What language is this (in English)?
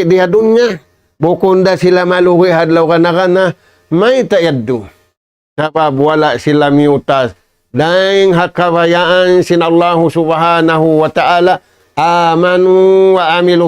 Tausug